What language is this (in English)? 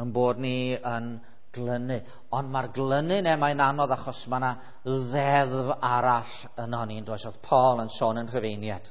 Welsh